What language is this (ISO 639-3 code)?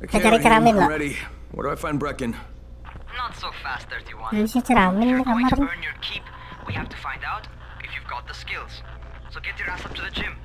bjn